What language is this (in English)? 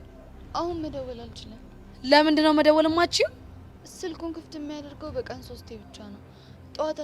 Amharic